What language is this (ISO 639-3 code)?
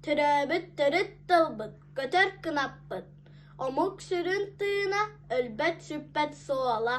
sah